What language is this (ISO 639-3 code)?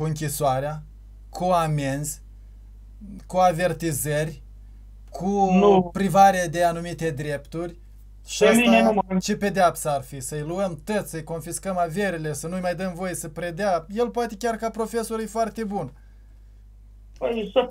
ron